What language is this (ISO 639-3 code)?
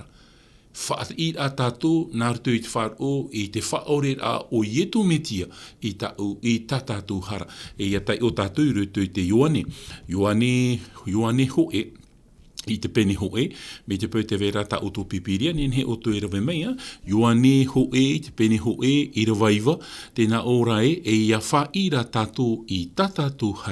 tah